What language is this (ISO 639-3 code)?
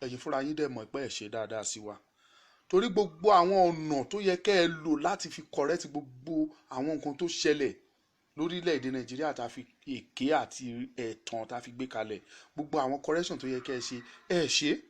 yor